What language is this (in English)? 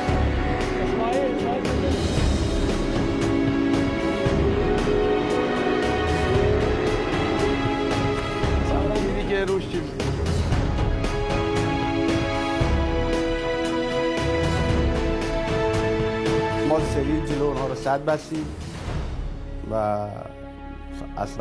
Persian